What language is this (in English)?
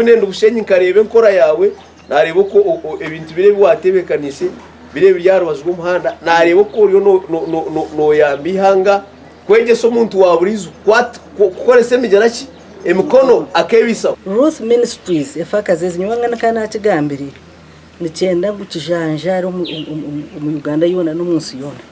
Nyankole